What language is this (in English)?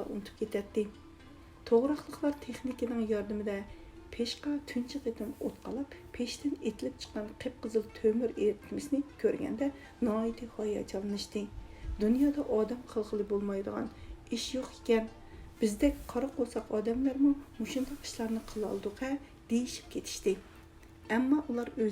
Uyghur